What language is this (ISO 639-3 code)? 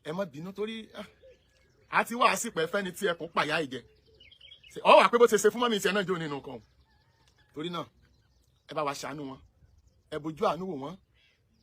yor